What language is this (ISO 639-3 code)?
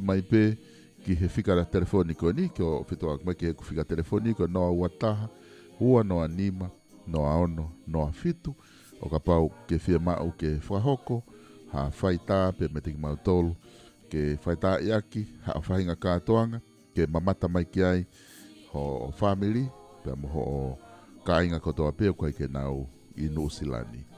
ton